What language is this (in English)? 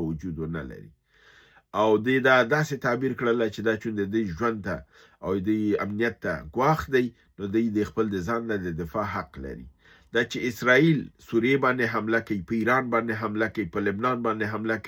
Pashto